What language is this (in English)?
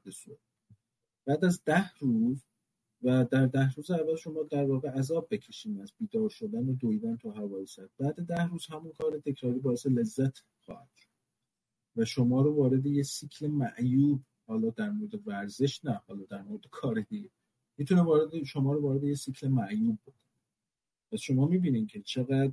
Persian